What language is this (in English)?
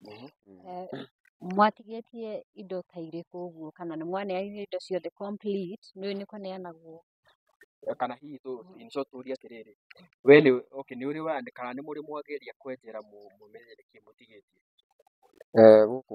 Kikuyu